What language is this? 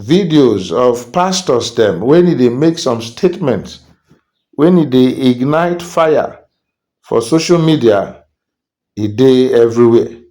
Nigerian Pidgin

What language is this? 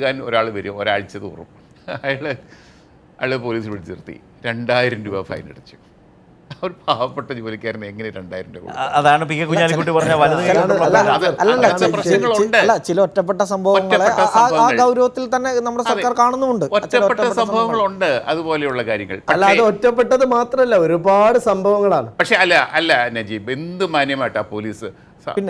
Malayalam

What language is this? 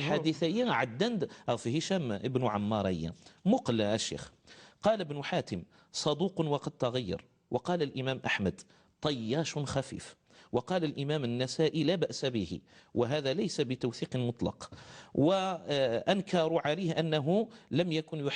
Kabyle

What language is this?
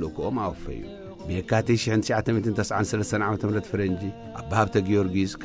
Tigrinya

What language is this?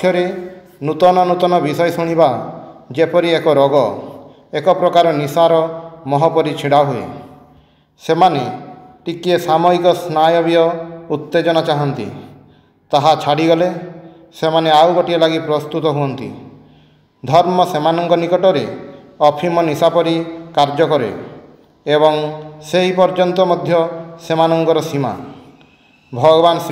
Odia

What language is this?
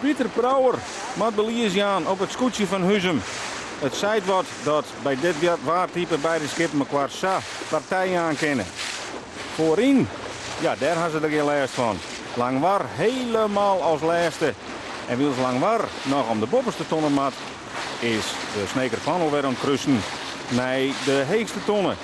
Western Frisian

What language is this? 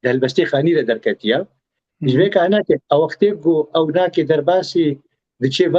Kurdish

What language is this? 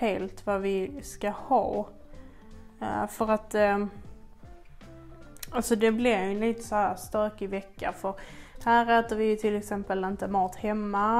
Swedish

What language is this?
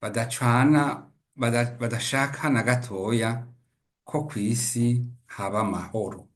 Rundi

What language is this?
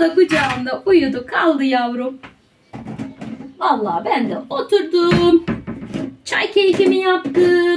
Turkish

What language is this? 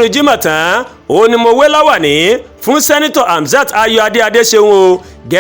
Yoruba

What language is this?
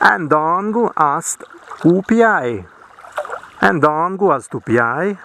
Prussian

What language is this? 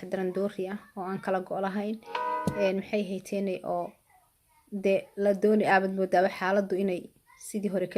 Somali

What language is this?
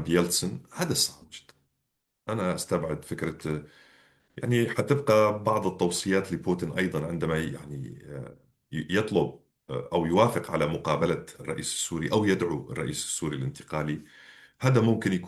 North Levantine Arabic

